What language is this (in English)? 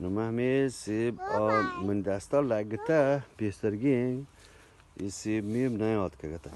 Eastern Balochi